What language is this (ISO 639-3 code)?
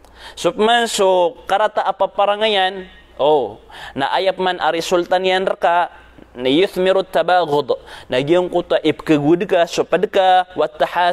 mrw